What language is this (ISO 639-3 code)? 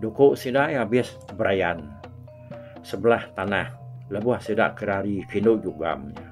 iba